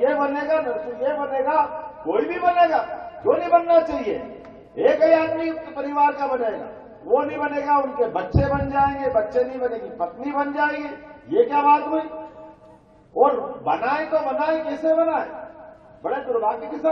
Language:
Hindi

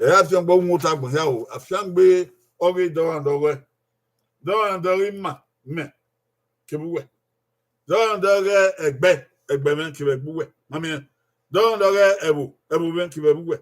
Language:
Bini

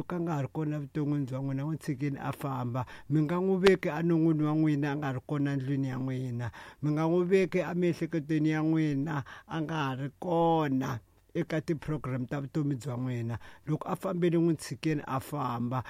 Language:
Tsonga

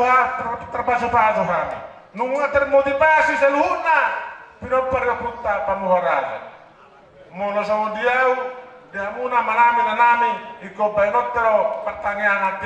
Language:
Batak Toba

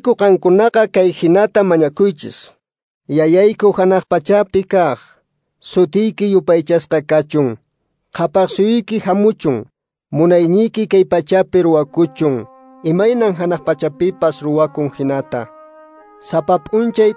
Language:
Quechua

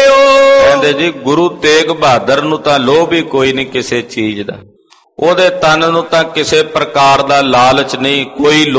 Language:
Punjabi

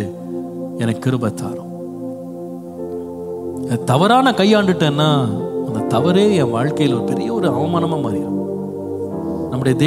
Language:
Tamil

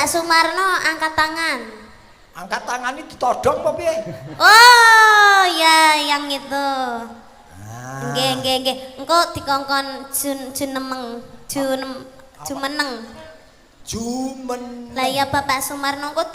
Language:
Javanese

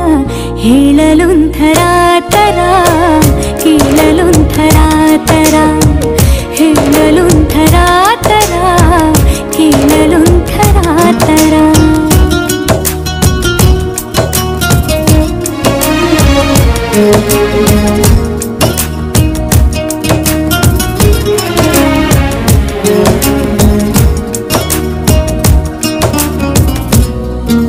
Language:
Kannada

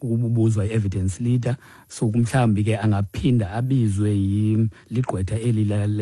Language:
Xhosa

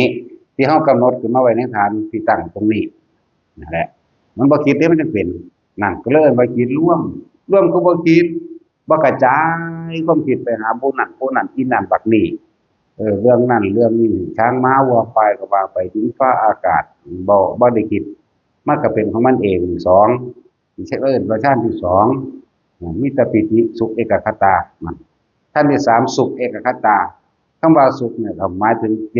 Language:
Northeastern Thai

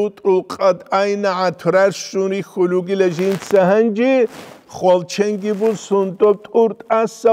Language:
Avaric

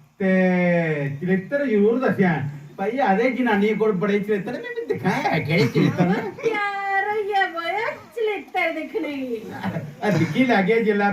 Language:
Dogri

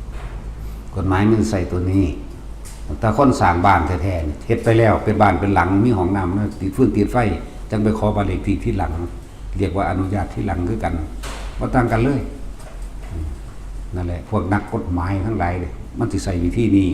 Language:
Northeastern Thai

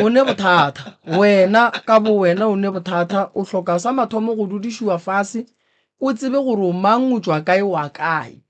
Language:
Northern Sotho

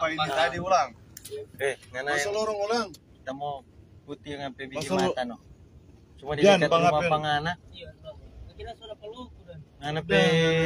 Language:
Manado Malay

